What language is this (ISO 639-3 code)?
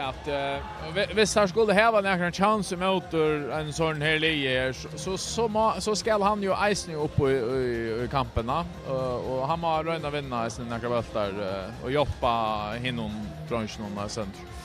fao